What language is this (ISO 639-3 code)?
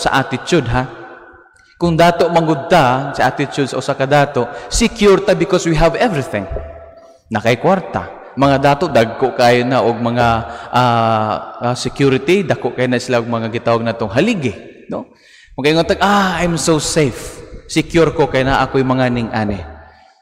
ceb